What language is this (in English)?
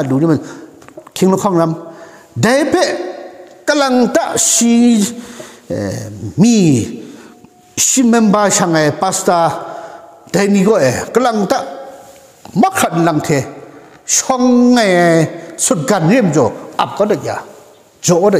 Kachin